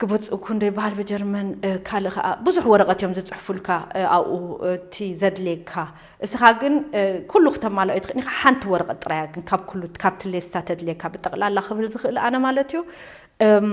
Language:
Tigrinya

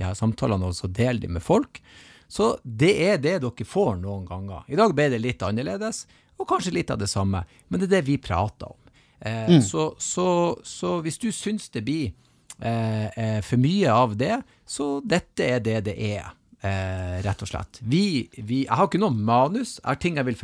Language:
Norwegian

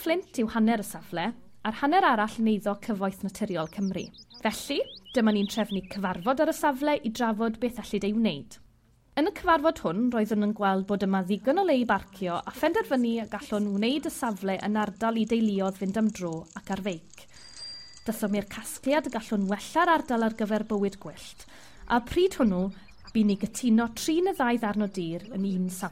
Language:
Welsh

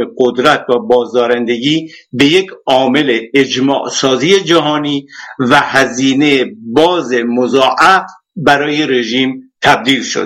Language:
Persian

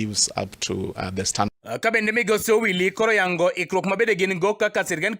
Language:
Luo (Kenya and Tanzania)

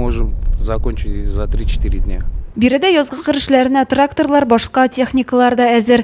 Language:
Tatar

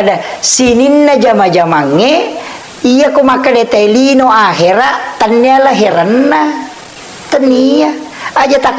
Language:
Buginese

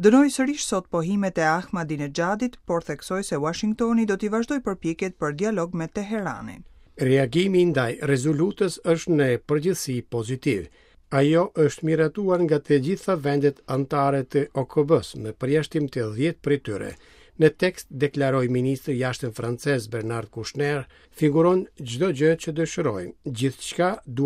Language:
Albanian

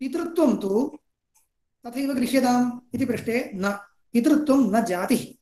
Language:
Sanskrit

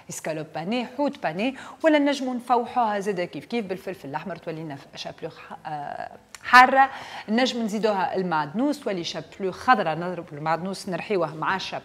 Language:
Tunisian Arabic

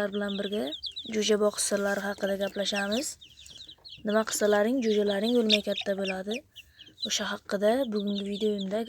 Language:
Uzbek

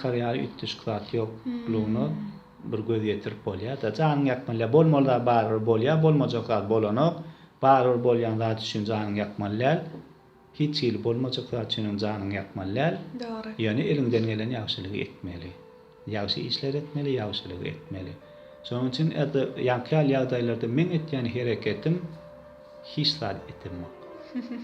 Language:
Turkmen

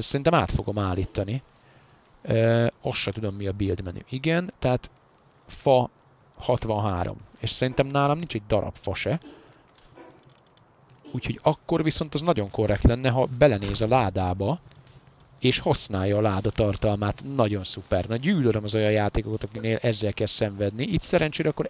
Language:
Hungarian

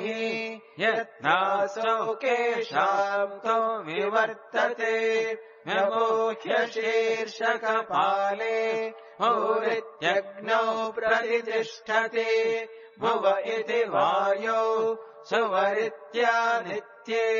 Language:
Sanskrit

